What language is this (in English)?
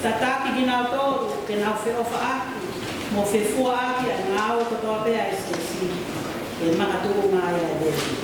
Tongan